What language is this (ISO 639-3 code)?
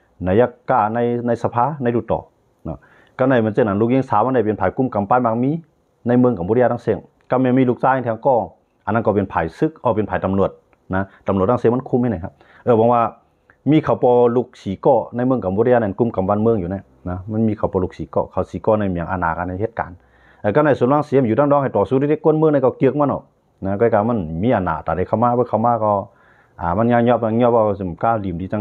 shn